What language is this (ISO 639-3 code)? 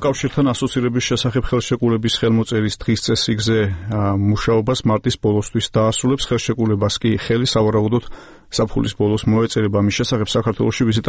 kat